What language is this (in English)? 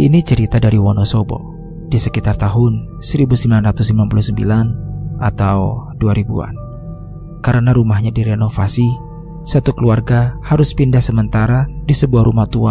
Indonesian